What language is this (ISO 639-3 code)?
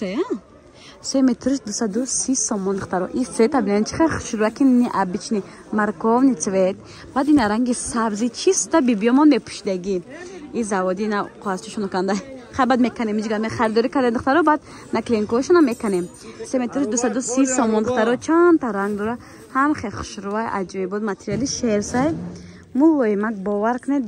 tgk